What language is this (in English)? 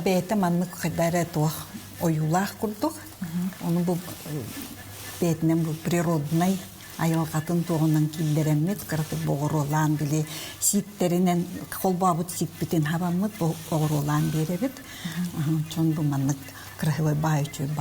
Yakut